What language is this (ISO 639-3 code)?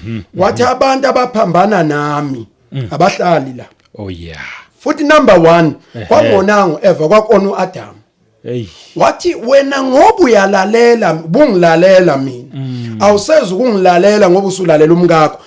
zul